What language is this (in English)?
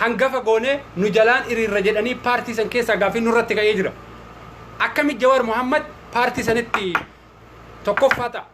Oromo